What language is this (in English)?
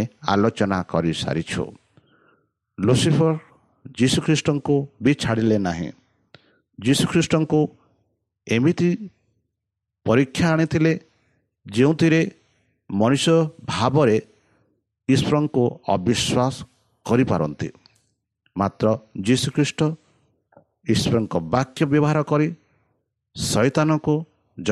Odia